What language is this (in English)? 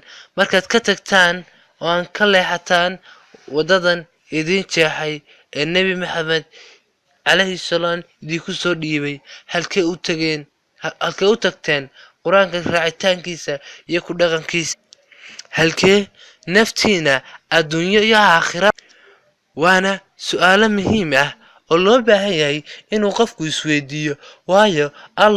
Somali